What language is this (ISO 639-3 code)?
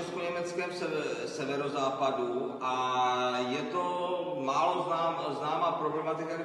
ces